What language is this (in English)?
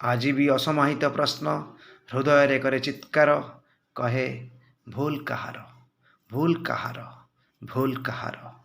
Odia